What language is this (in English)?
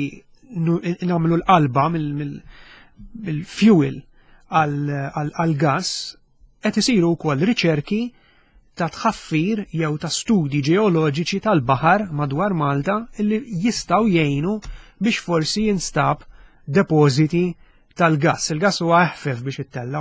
Maltese